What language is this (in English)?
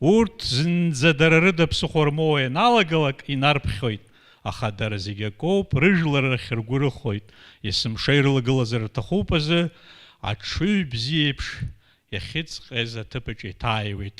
Abkhazian